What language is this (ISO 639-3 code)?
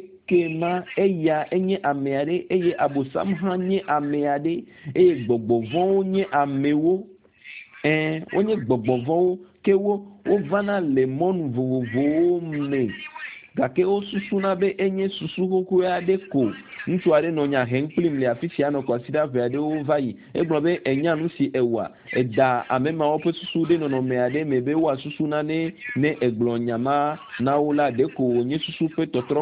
ewe